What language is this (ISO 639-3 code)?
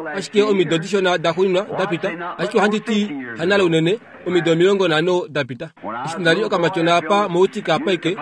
kua